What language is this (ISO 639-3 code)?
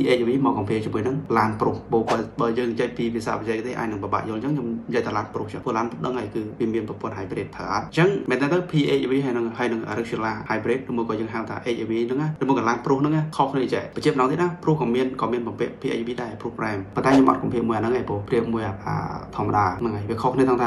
khm